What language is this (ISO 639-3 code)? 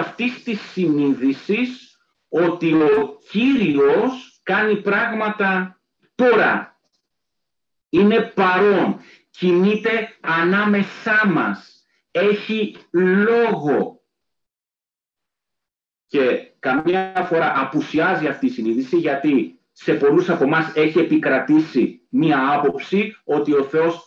ell